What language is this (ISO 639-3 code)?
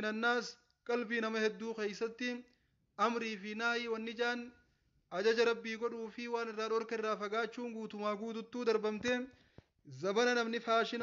orm